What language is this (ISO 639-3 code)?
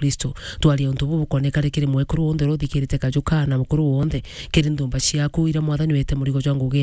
mer